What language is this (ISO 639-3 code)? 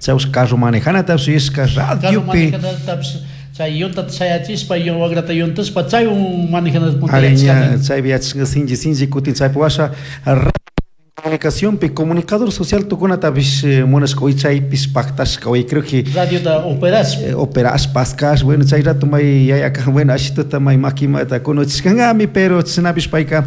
qug